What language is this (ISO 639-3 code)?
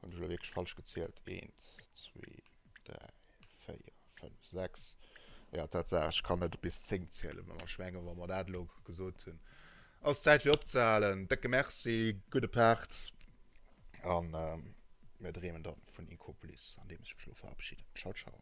ltz